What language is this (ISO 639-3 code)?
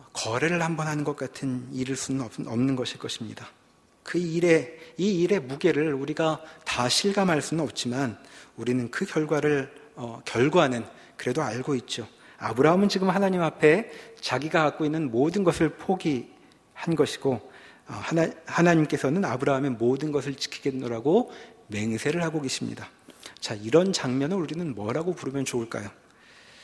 kor